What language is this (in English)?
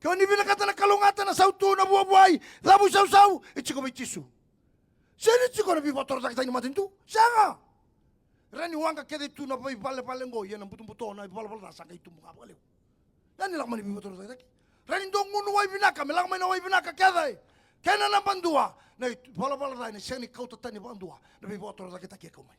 Fijian